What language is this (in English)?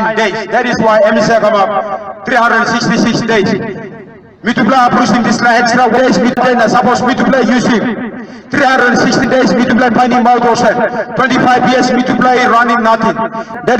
Tok Pisin